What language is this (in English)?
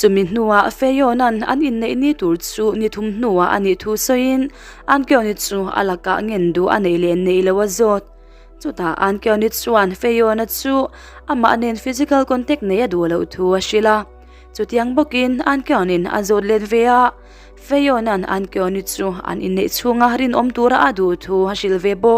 Mizo